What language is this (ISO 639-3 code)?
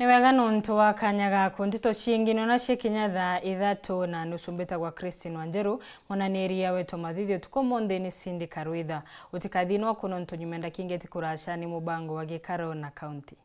mer